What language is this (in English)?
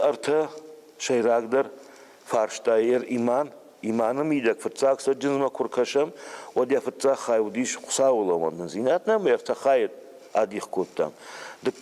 Ossetic